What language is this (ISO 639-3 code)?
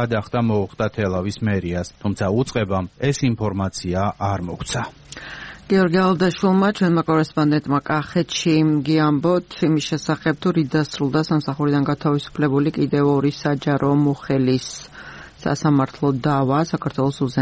kat